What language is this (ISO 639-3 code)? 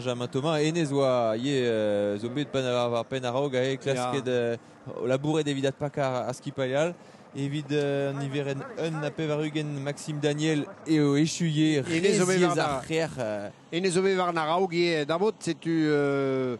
bre